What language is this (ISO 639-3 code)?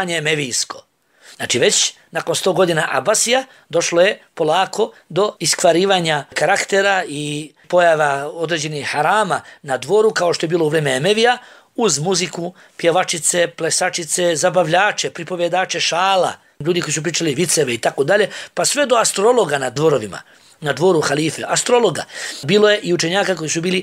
bos